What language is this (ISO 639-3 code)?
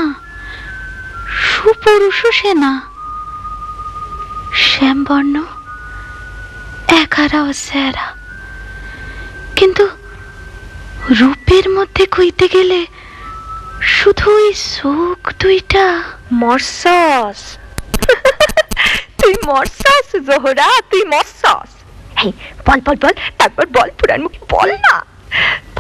ben